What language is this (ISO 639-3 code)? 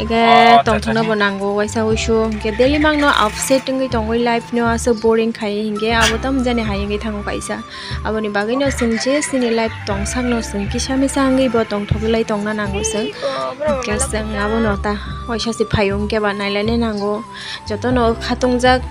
trp